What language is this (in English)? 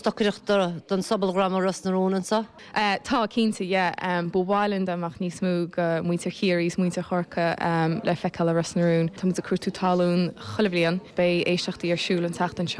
Irish